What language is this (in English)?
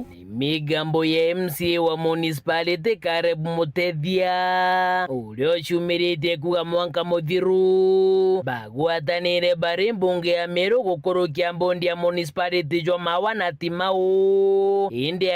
Meru